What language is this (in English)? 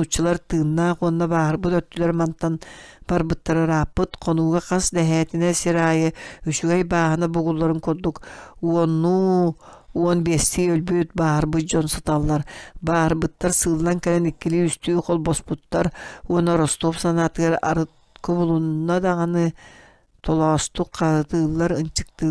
Yakut